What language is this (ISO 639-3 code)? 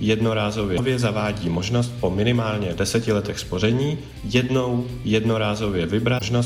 ces